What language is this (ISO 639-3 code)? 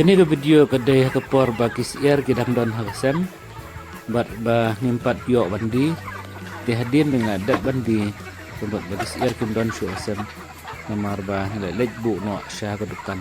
kha